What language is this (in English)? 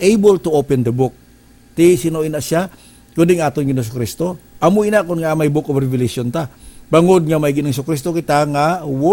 Hiligaynon